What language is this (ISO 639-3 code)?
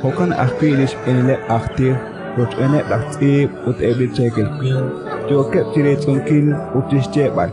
kek